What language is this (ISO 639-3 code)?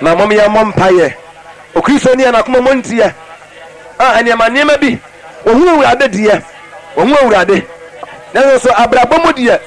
aka